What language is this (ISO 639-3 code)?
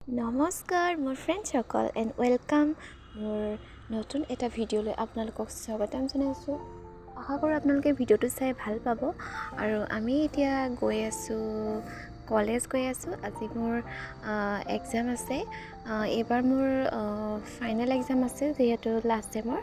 asm